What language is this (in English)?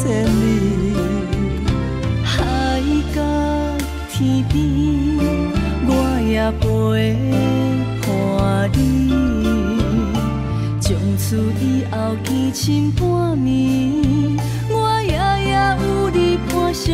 Min Nan Chinese